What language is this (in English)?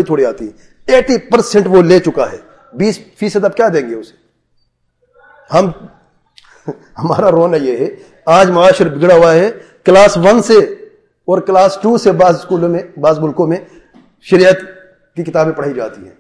Urdu